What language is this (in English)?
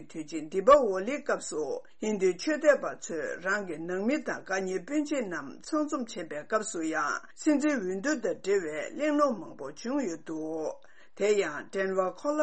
Tibetan